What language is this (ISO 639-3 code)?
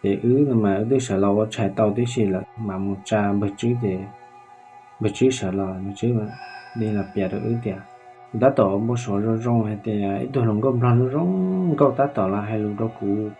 hmn